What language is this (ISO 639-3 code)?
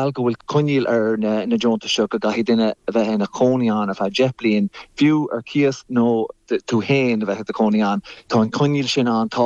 gle